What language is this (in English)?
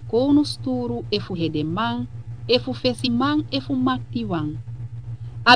Sranan Tongo